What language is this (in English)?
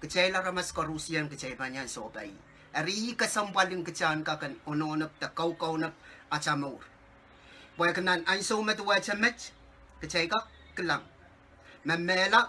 Pohnpeian